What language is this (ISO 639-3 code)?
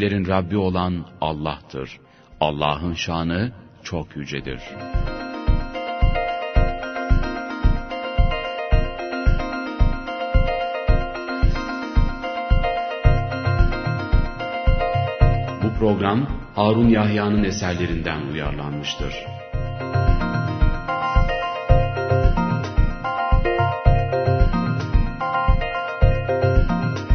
tur